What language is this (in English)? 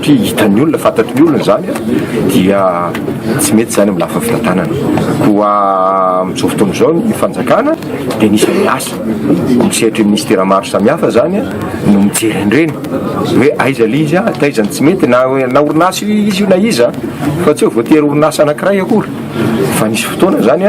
Malagasy